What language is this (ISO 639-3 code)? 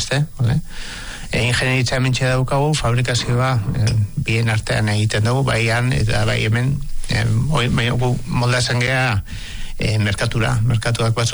eus